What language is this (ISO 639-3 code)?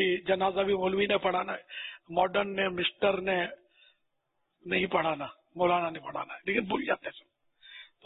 urd